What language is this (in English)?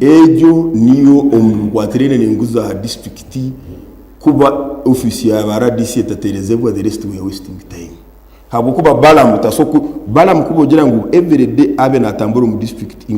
Nyankole